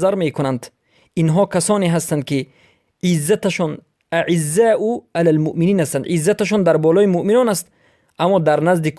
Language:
Persian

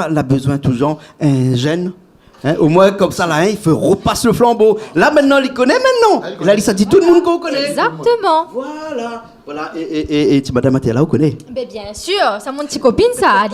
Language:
Réunion Creole French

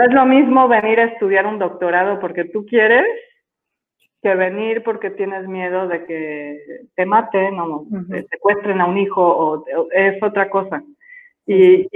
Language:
Spanish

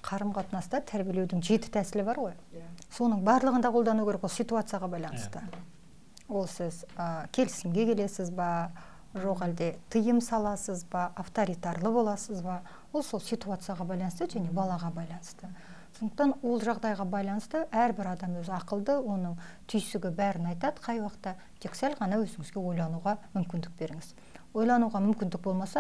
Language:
Kazakh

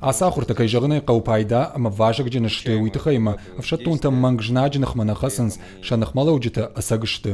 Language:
Ossetic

